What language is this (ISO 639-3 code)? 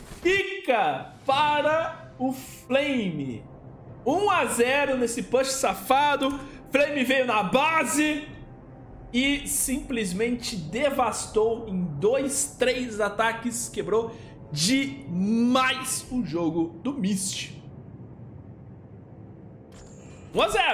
por